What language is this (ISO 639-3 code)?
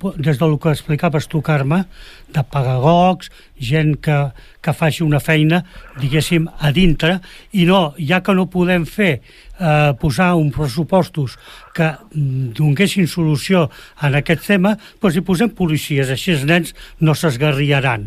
cat